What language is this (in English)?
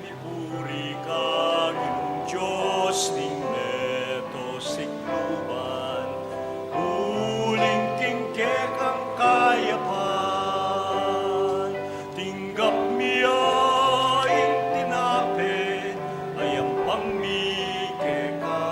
Pampanga